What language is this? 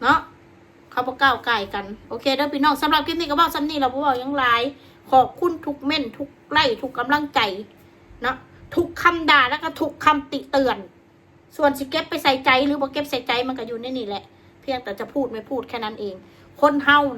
Northeastern Thai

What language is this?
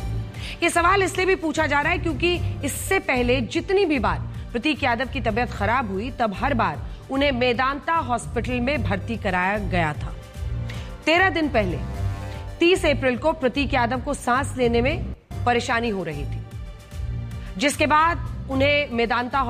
Hindi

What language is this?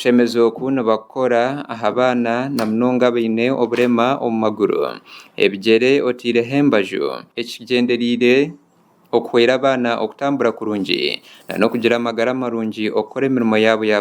Nyankole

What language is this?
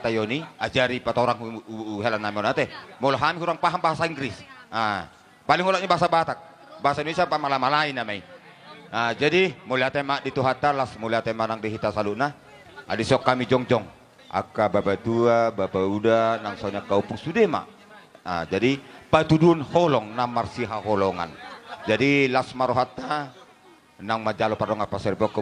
Batak Toba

